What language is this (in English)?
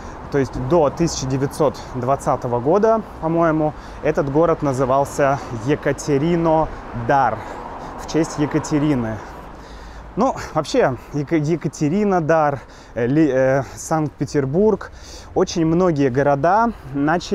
Russian